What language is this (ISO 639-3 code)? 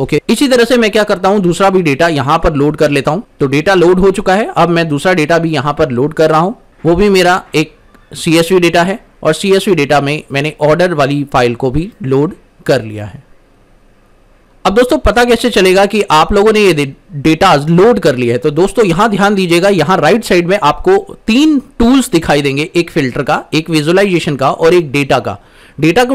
hin